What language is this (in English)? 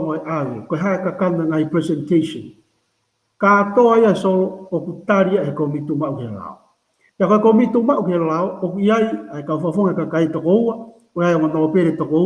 Tongan